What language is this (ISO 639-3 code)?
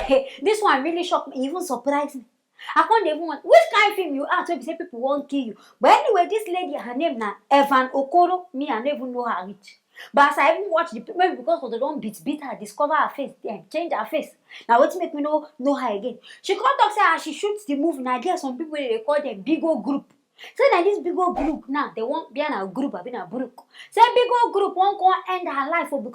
pcm